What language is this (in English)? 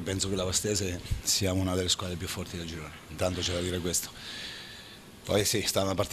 Italian